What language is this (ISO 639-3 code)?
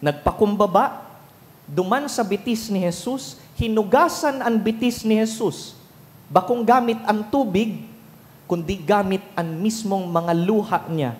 bik